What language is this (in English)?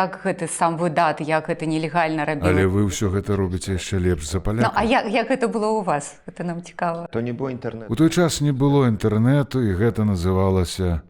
Belarusian